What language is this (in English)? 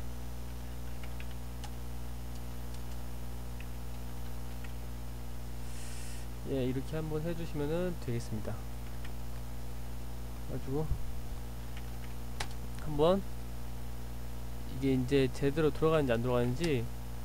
Korean